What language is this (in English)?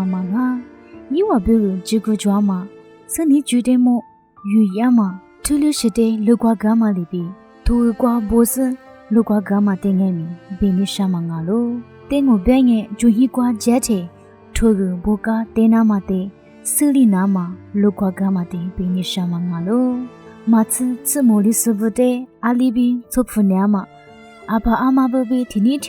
Lisu